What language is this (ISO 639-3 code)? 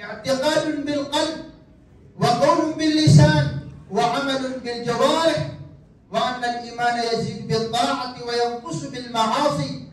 mrw